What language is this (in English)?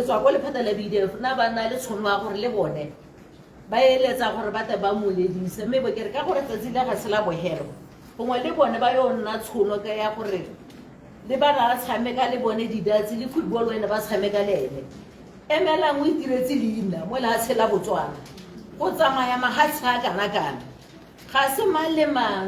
Tswana